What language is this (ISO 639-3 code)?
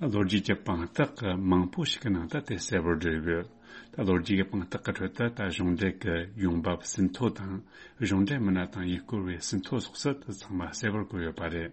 bod